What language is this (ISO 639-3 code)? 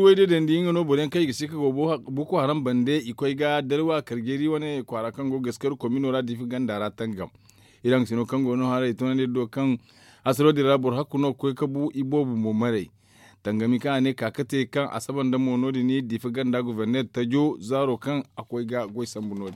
dje